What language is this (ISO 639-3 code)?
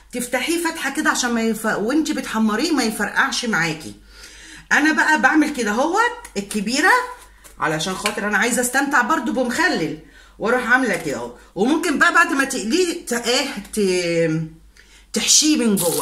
arz